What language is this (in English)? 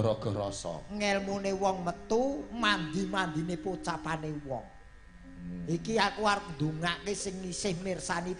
Javanese